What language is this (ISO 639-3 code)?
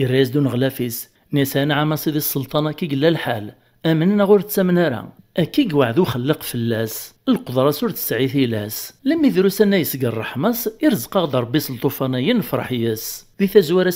kab